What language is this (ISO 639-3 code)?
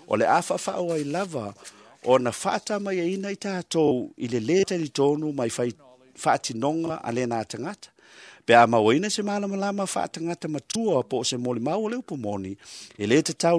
smo